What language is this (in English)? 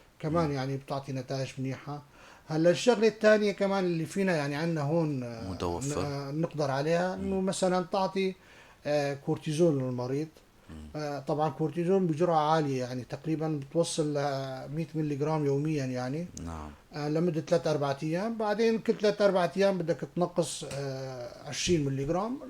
North Levantine Arabic